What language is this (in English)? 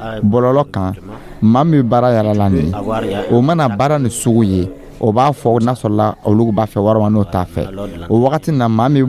Dyula